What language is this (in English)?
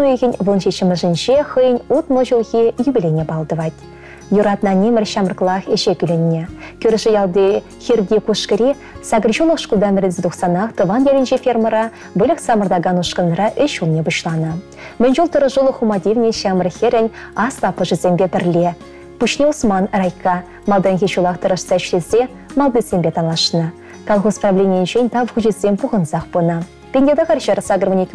Chuvash